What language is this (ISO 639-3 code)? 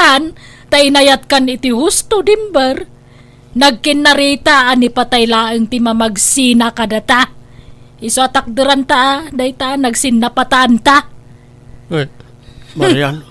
ilo